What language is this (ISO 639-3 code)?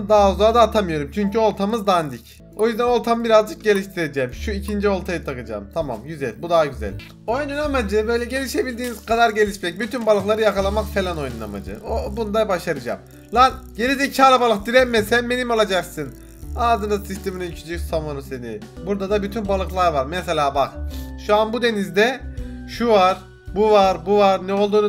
tur